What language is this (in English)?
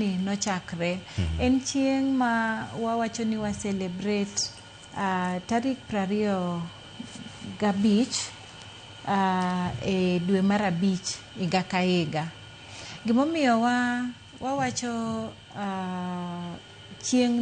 Luo (Kenya and Tanzania)